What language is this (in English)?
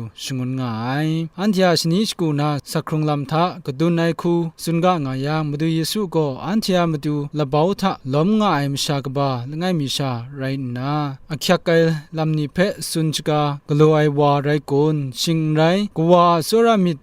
Kachin